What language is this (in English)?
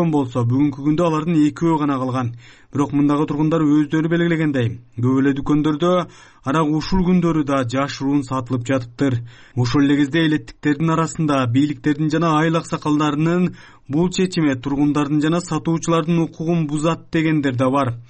Kyrgyz